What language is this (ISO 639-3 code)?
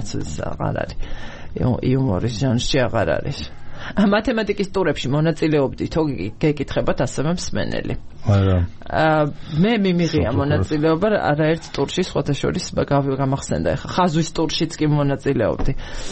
kat